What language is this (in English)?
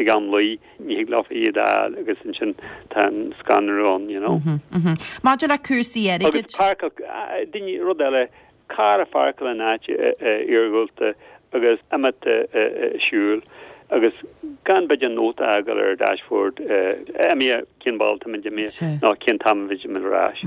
Irish